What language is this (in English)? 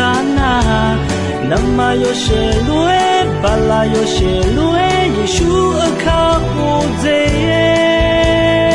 Akha